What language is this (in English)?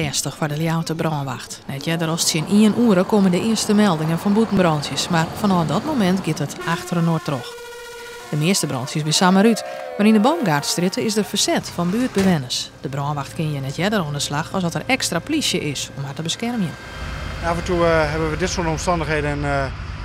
Western Frisian